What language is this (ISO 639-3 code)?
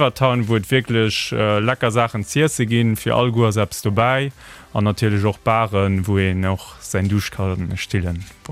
ltz